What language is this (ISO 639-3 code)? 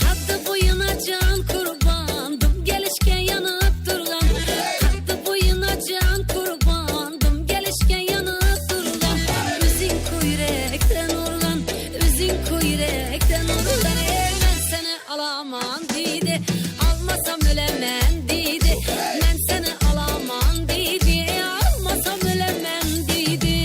kaa